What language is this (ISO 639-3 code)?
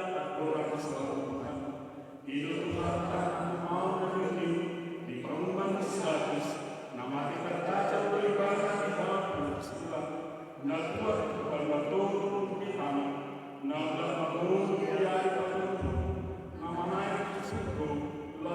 bbc